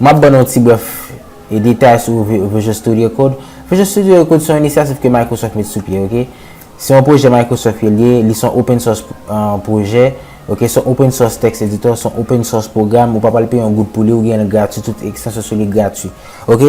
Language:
Haitian Creole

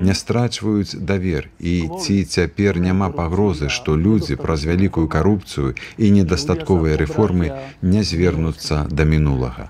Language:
Belarusian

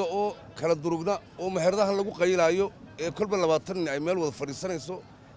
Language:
Somali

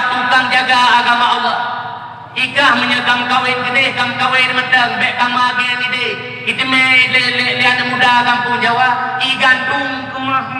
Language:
Achinese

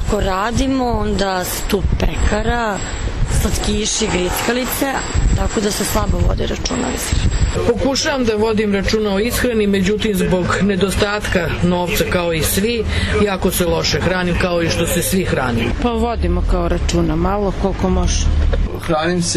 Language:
Serbian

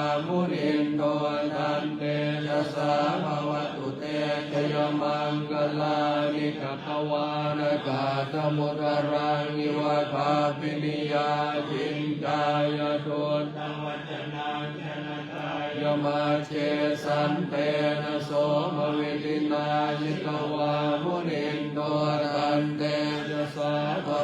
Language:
Pali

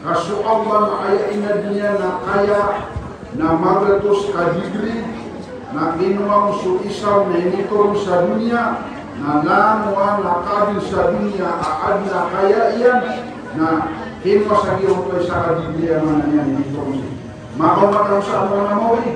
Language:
Maranao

